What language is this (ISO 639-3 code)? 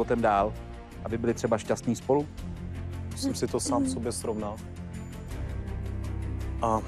ces